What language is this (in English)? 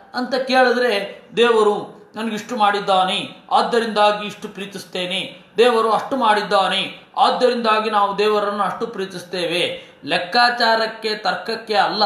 Kannada